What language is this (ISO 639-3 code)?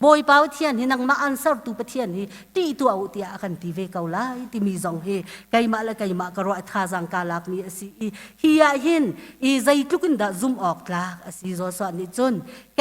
cnh